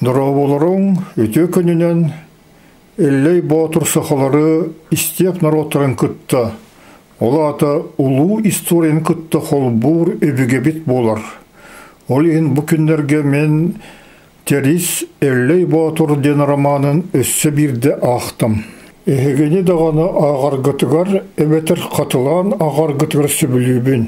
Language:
Yakut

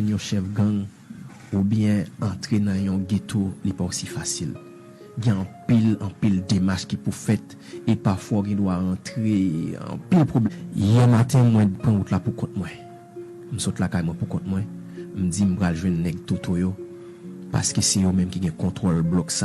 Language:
Haitian Creole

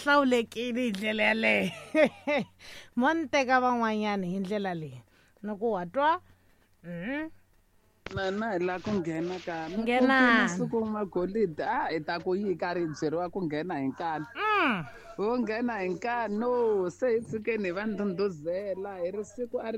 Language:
Tsonga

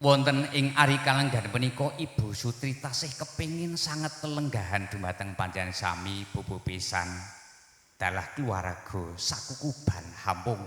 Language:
Javanese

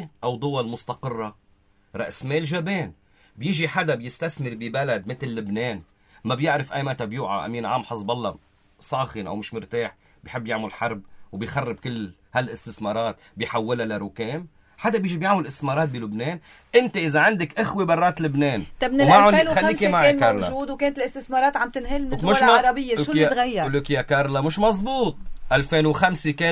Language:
North Levantine Arabic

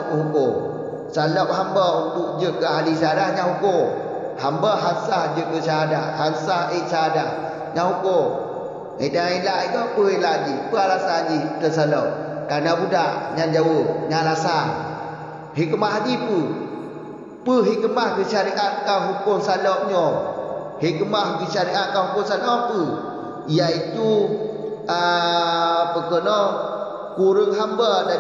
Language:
Achinese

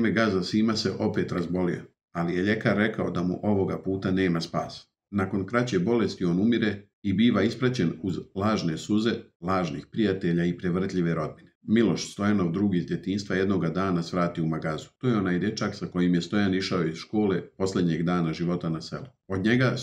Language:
Serbian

